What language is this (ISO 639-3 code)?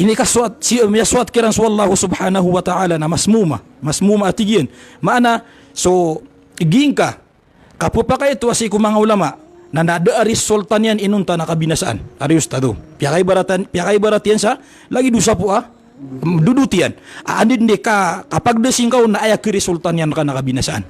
mrw